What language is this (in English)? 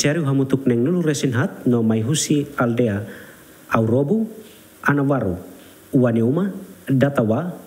Tetum